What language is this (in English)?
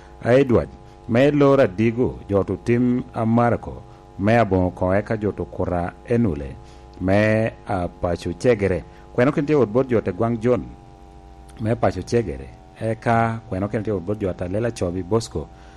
Lango (Uganda)